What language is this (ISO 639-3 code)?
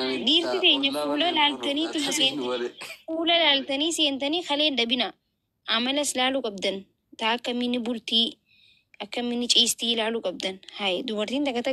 orm